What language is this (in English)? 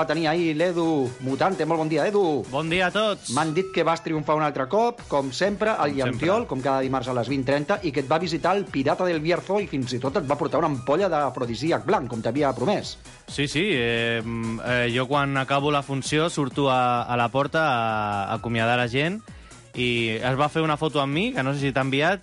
Catalan